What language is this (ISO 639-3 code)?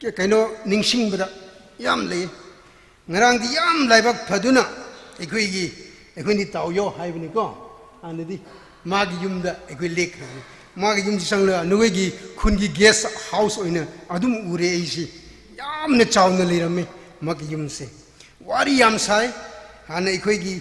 nmf